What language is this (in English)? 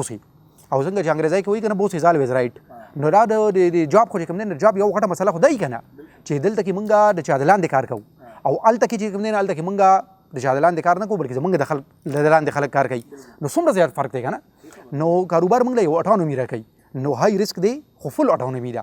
Pashto